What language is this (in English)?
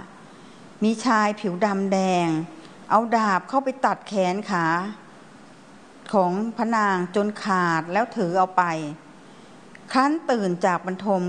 Thai